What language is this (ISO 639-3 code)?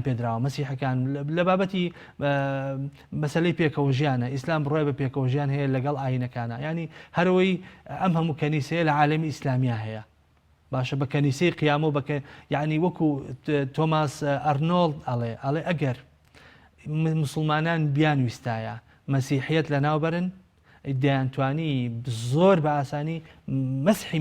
ckb